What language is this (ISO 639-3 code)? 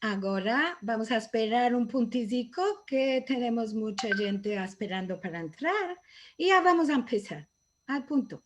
lad